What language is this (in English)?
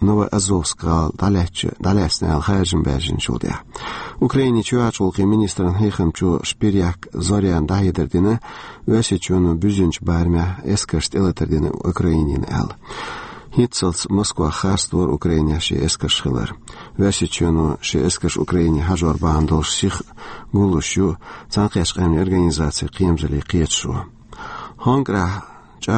Chechen